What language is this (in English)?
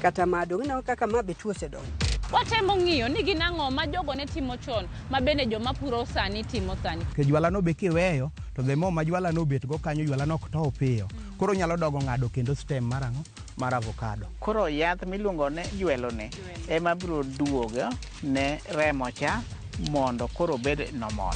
Luo (Kenya and Tanzania)